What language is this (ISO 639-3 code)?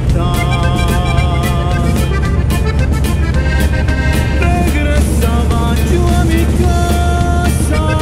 spa